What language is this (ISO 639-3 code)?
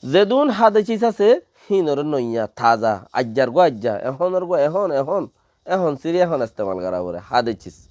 rhg